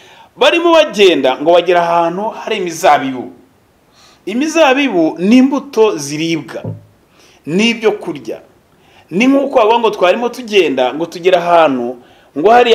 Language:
Kinyarwanda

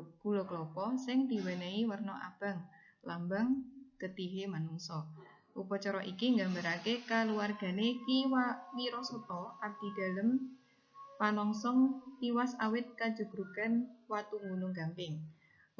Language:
Javanese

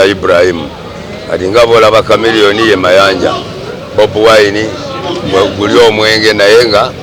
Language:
Ganda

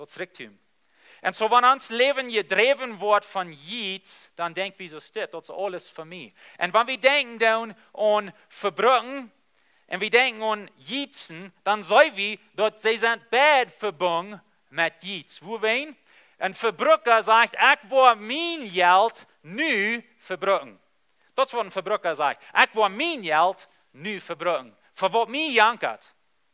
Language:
Plautdietsch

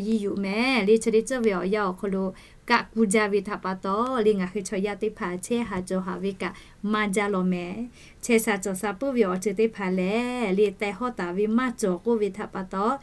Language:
Lahu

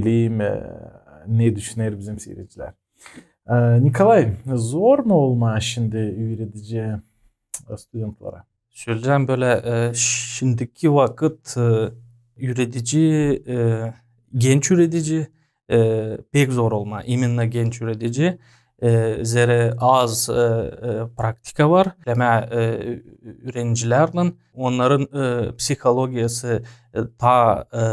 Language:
Gagauz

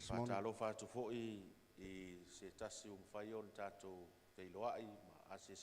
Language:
Samoan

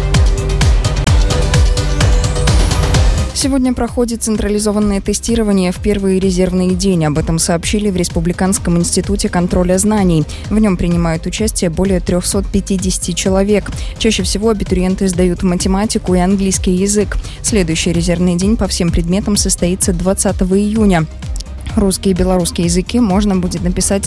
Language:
Russian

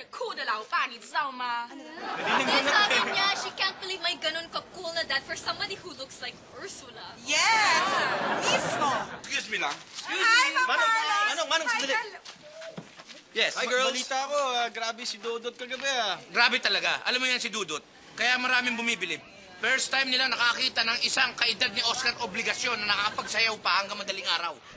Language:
Filipino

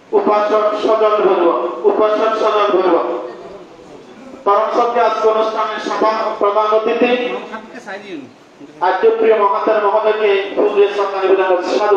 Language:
Bangla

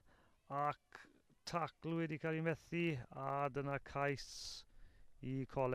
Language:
Welsh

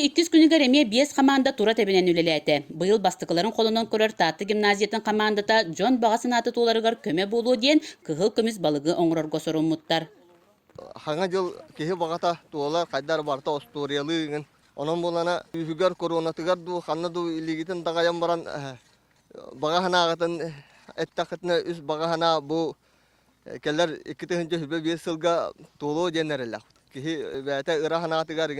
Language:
Yakut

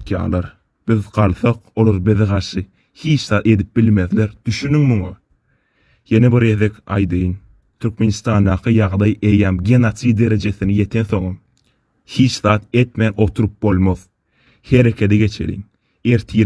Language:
Turkmen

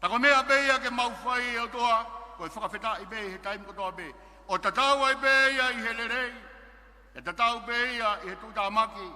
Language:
Tongan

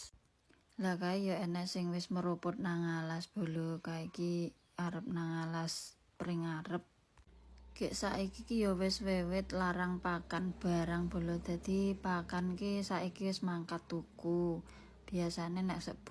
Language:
Javanese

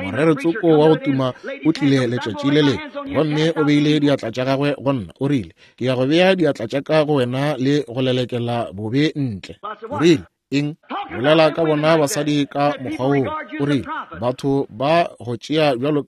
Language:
Northern Sotho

